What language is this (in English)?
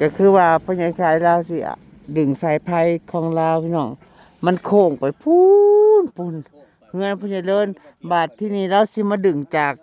Northeastern Thai